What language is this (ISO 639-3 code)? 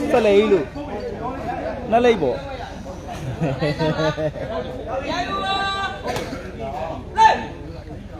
mya